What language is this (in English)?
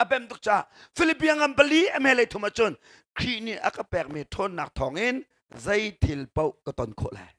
Hakha Chin